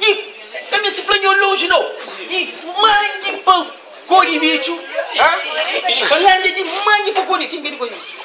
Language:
Kabuverdianu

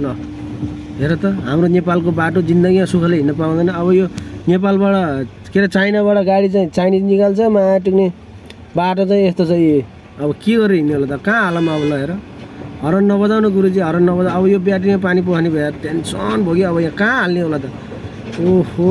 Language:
Nepali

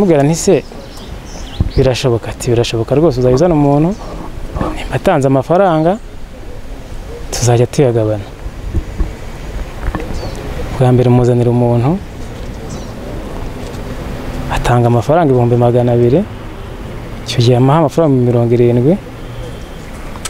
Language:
Kinyarwanda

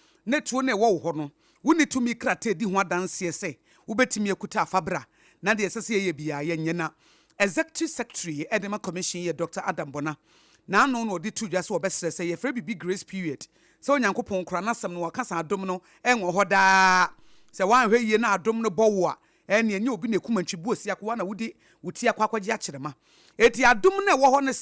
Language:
Akan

